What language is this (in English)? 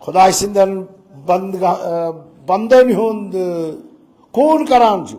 Kashmiri